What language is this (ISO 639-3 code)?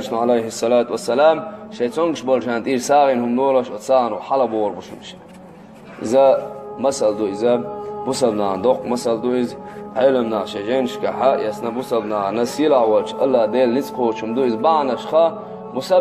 che